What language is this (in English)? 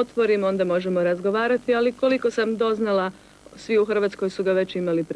Croatian